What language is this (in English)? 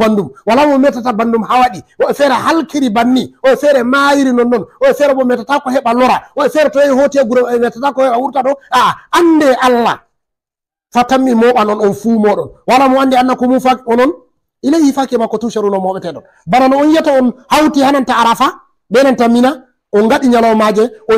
Fula